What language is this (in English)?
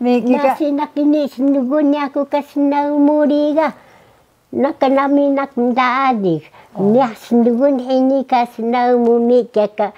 Taroko